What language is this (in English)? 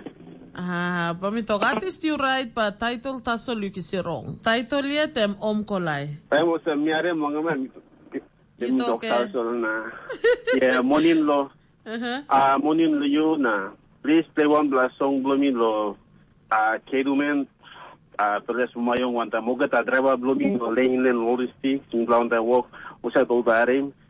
Tok Pisin